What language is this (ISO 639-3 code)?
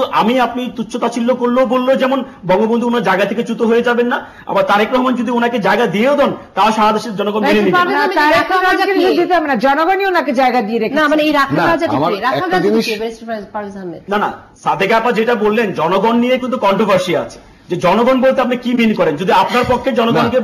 ben